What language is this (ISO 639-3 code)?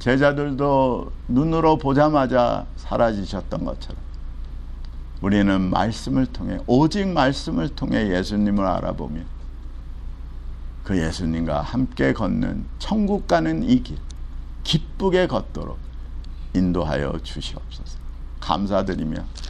kor